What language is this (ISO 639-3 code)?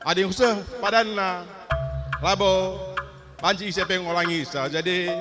btx